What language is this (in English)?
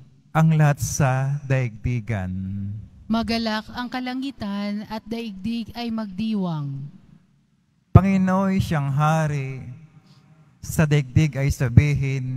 Filipino